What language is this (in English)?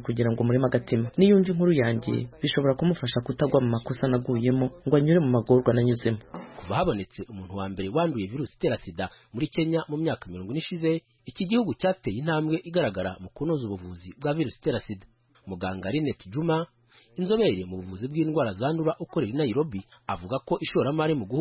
Kinyarwanda